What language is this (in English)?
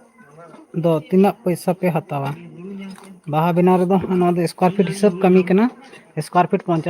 Santali